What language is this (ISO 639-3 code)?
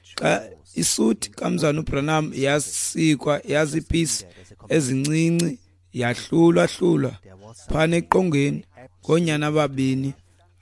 xho